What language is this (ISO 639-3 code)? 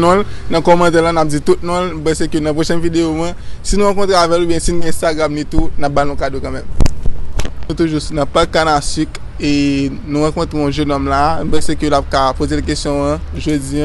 hat